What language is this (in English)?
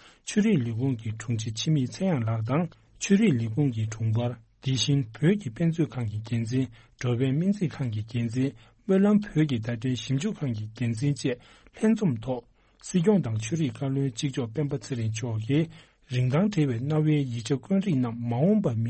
Tibetan